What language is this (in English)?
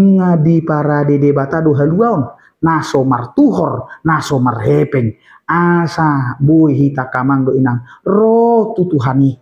Batak Toba